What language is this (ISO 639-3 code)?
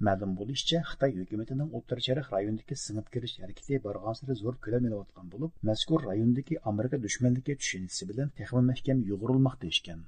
uig